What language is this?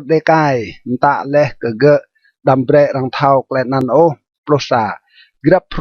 Rade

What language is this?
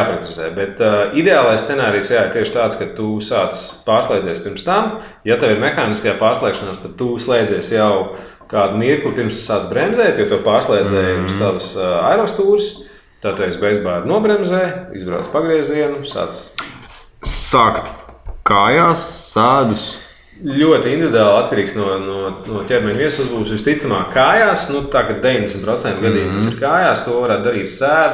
Latvian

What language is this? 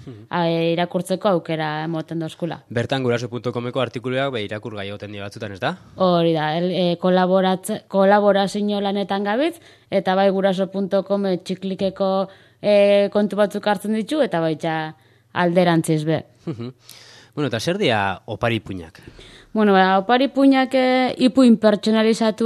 Basque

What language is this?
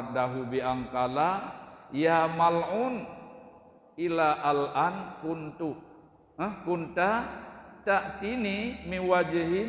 Achinese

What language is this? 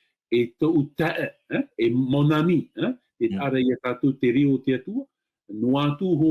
Tahitian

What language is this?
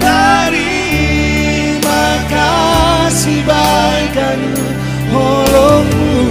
Batak Simalungun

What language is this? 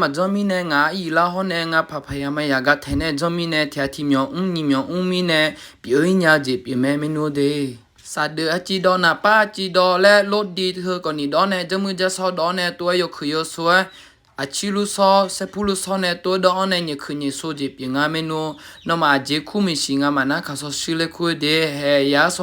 Akha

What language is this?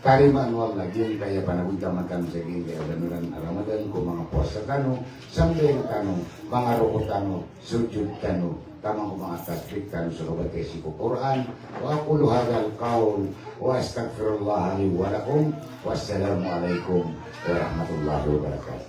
Maranao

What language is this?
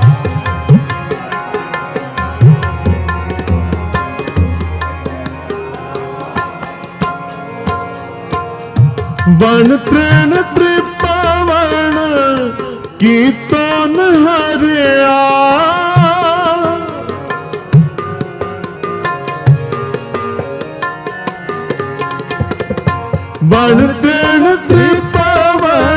Punjabi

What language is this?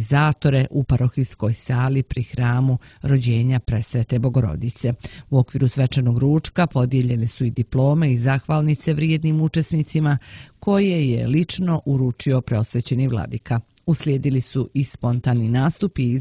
Serbian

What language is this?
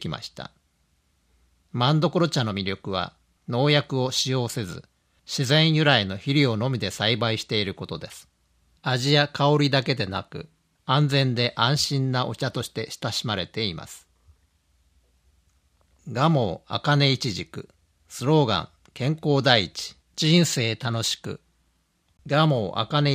Japanese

